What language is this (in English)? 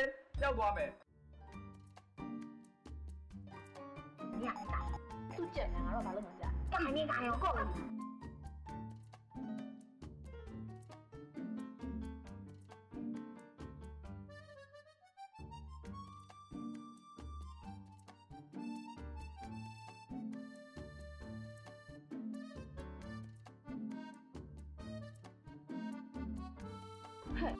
Burmese